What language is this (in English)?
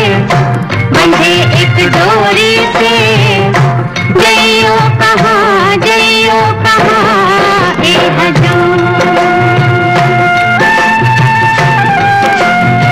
Hindi